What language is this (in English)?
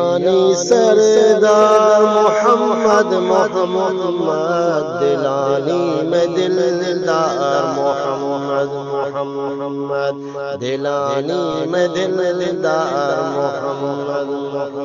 Eastern Balochi